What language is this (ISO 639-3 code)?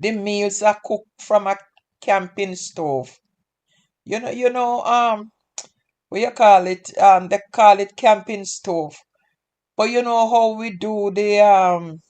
jam